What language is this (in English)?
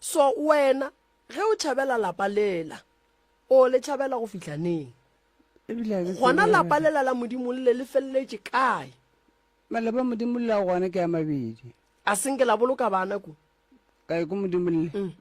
Northern Sotho